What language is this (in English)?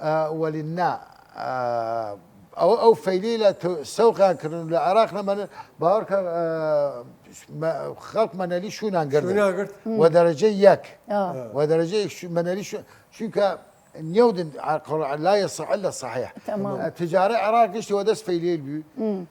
Southern Kurdish